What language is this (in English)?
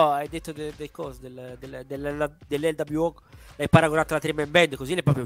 Italian